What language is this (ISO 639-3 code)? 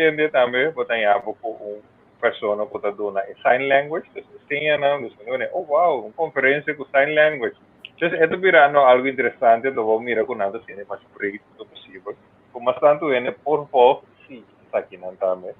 pap